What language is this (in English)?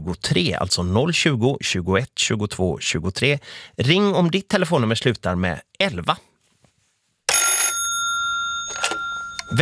Swedish